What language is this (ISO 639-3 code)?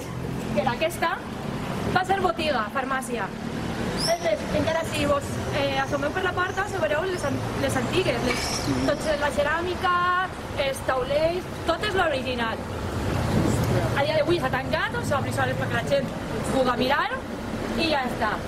cat